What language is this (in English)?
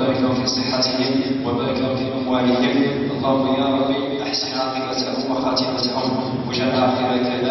Arabic